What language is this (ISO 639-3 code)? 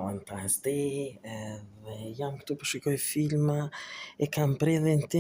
sqi